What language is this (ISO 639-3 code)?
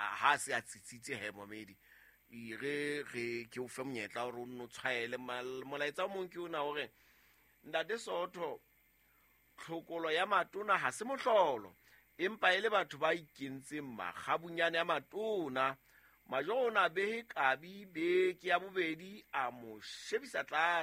sot